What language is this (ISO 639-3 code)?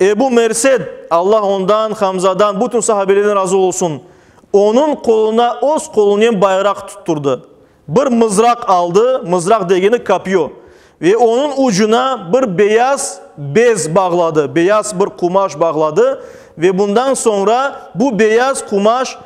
crh